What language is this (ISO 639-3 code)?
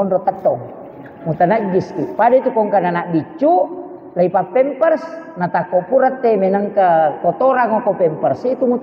bug